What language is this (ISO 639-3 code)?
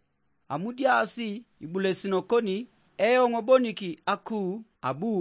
teo